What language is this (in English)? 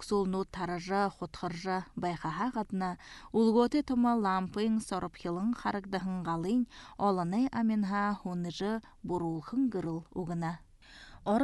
Buriat